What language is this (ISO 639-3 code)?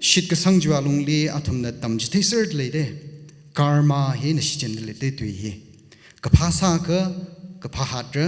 nmf